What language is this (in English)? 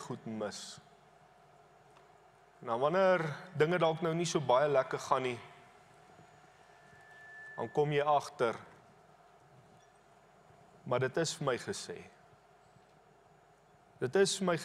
Afrikaans